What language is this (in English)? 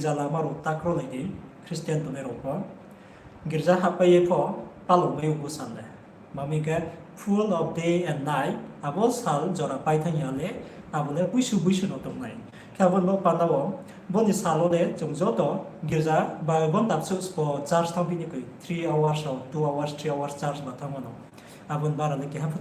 Riang (India)